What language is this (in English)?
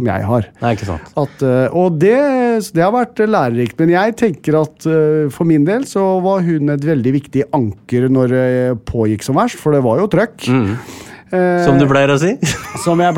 Norwegian